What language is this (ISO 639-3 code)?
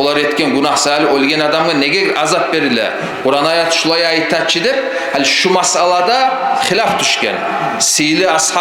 kum